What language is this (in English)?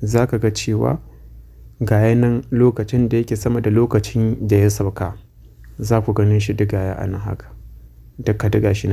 Hausa